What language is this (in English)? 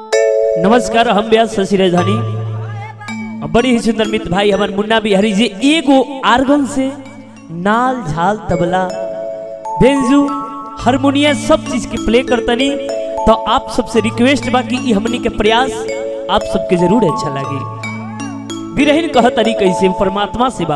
Bhojpuri